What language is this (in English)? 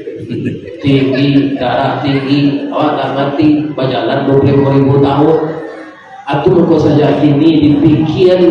Minangkabau